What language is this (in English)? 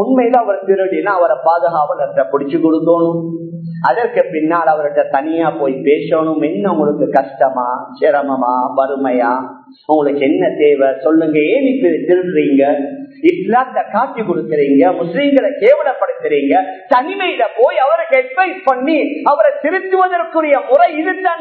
Tamil